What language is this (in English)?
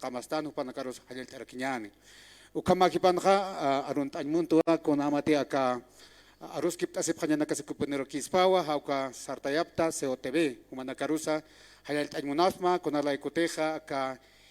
Aymara